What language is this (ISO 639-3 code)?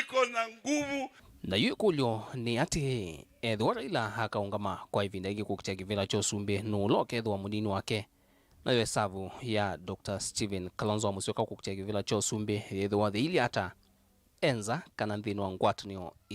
kam